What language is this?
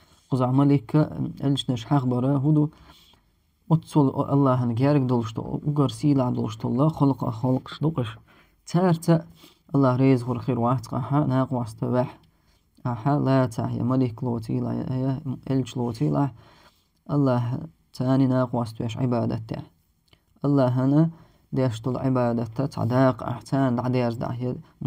Chechen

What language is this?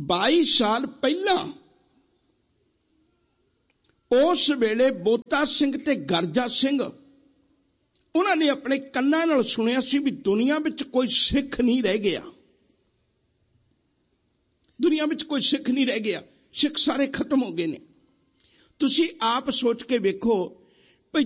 Punjabi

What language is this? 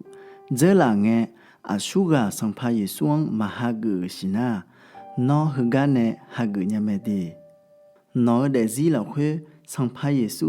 Akha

